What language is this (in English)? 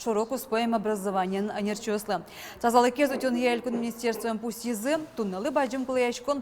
Udmurt